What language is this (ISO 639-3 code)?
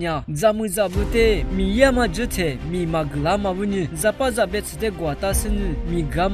lis